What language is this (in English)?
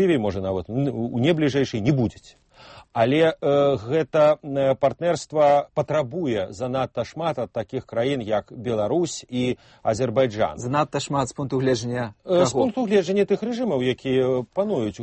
Belarusian